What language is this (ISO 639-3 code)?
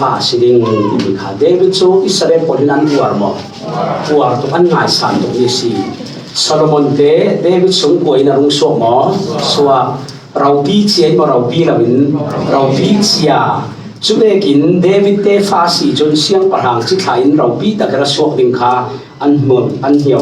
cfm